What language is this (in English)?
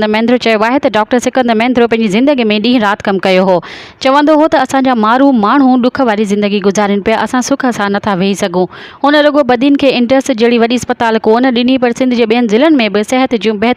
Sindhi